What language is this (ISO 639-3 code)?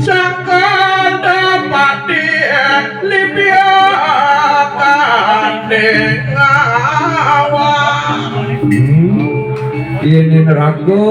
ban